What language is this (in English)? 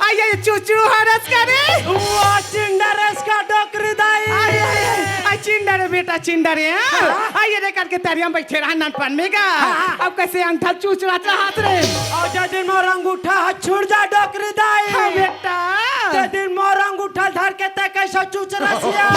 Chhattisgarhi